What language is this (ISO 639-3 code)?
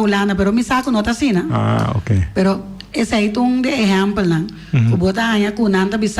pap